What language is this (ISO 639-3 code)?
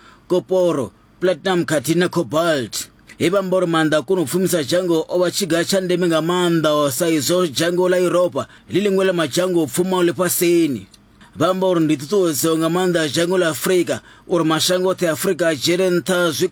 ven